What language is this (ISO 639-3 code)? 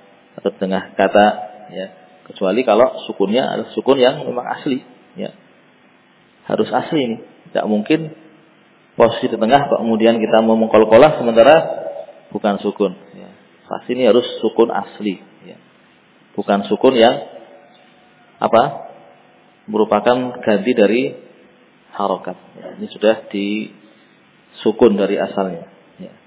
ind